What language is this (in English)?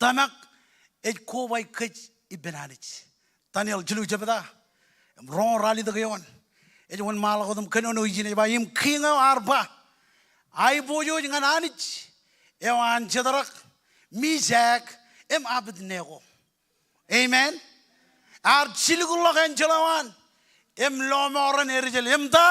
Marshallese